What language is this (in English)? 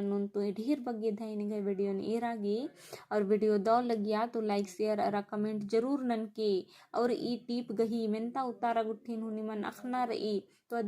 Kurukh